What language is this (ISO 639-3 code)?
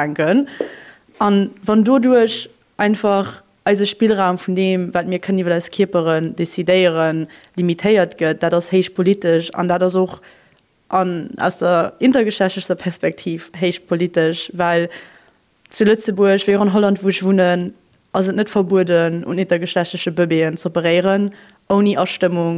ltz